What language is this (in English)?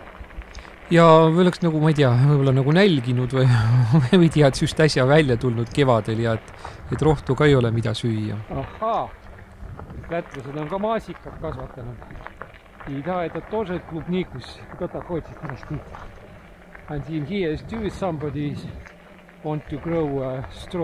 Estonian